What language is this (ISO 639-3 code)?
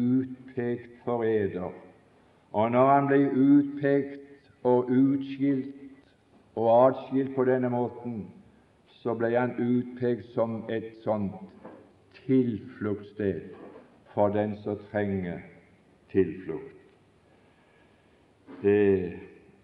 nor